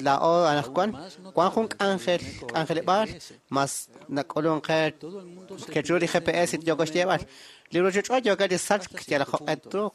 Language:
Kekchí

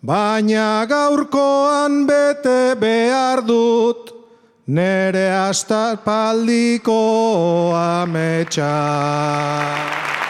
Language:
Basque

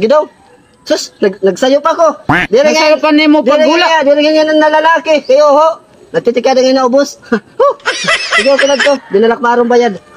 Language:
Waray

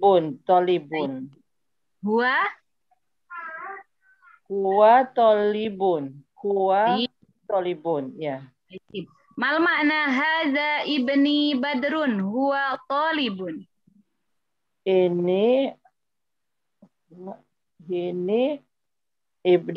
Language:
Indonesian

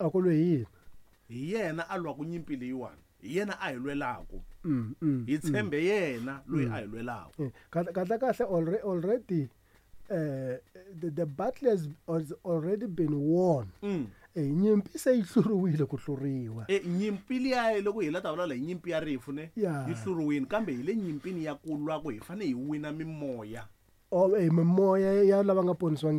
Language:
Tsonga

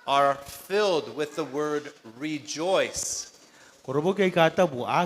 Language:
Gilbertese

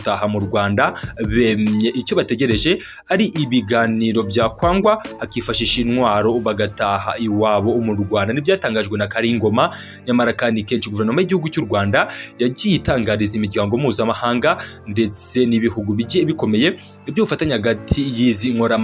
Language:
Kinyarwanda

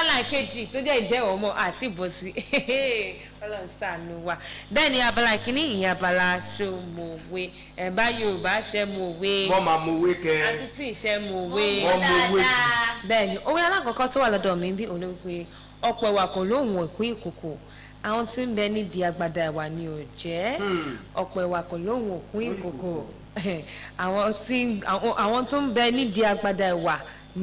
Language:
Yoruba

